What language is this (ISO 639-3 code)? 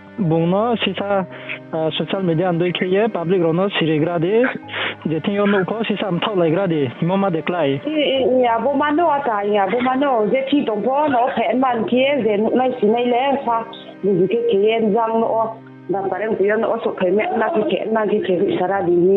ria